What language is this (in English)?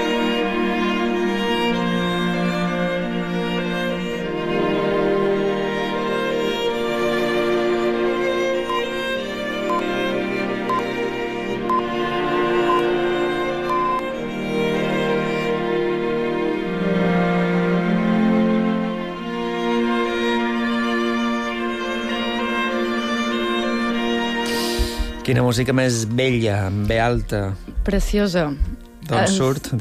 Catalan